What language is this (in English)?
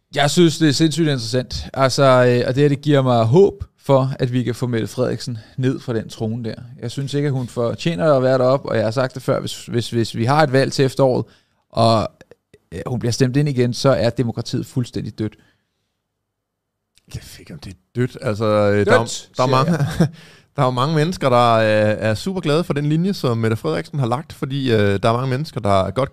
Danish